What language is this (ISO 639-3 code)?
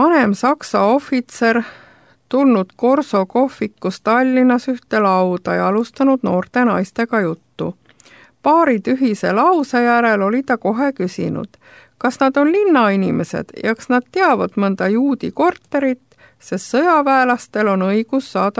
est